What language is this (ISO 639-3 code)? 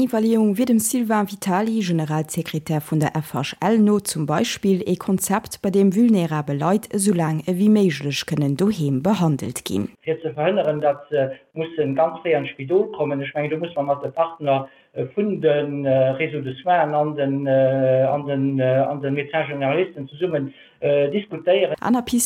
ltz